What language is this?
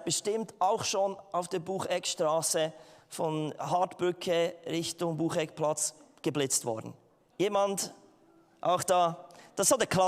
Swiss German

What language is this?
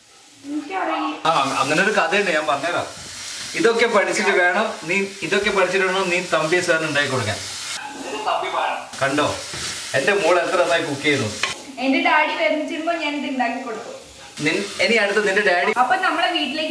Malayalam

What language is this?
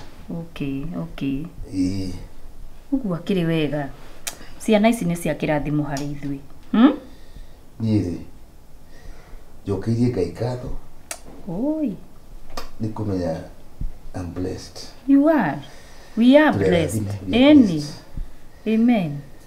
Kikuyu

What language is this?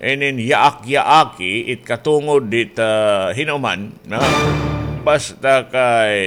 Waray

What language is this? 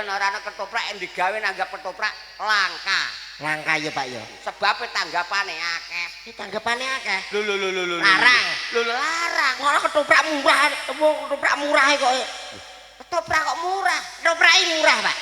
Javanese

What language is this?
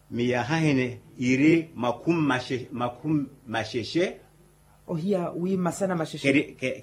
Makhuwa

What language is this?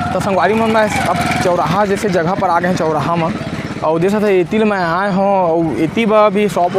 Chhattisgarhi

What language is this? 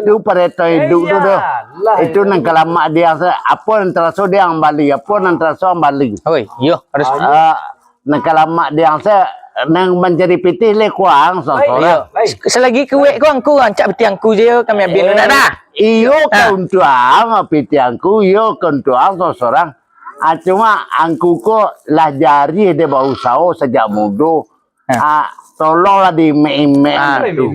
Minangkabau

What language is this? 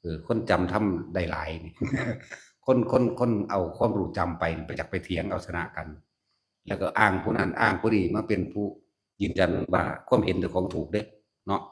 Northeastern Thai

